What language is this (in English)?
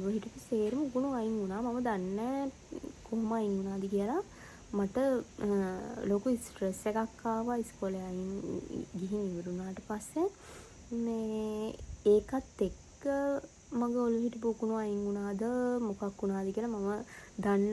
Sinhala